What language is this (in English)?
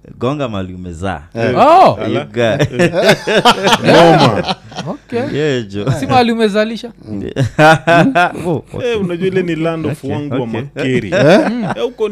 Swahili